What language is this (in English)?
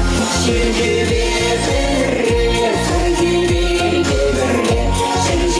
Chuvash